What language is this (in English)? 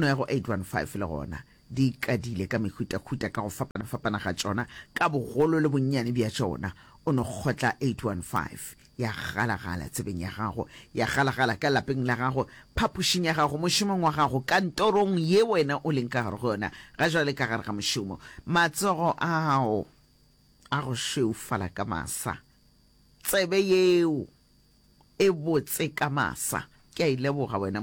Northern Sotho